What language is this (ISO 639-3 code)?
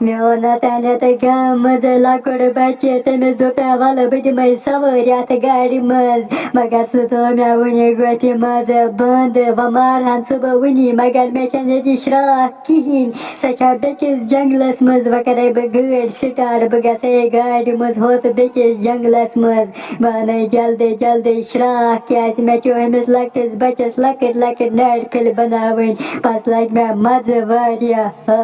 kas